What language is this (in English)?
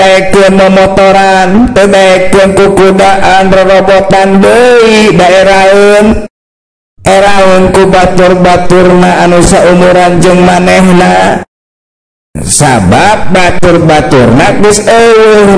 Sundanese